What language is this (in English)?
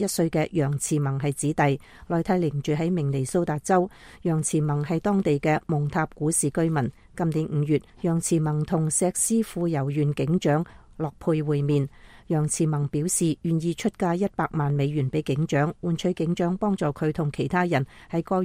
Cantonese